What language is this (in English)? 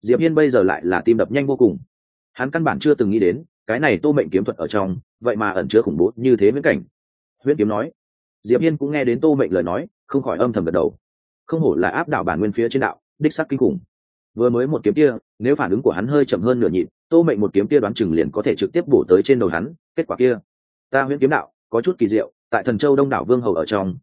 Vietnamese